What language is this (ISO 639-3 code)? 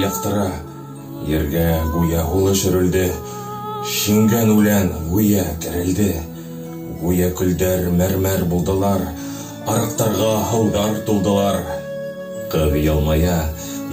bak